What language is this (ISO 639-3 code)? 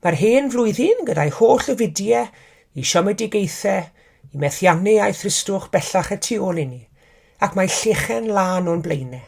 cym